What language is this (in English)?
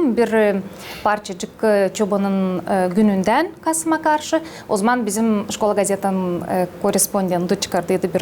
Gagauz